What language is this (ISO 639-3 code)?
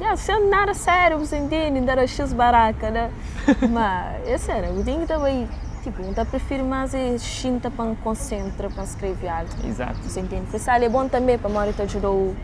kea